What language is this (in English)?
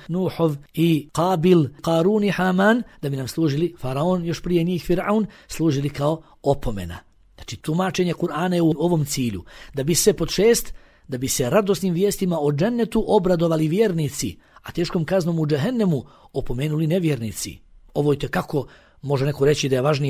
Bosnian